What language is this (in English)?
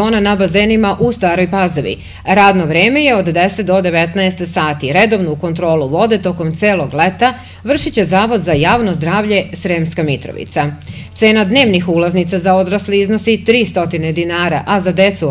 Serbian